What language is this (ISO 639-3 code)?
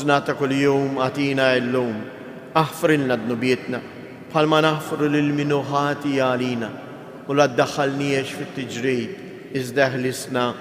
mlt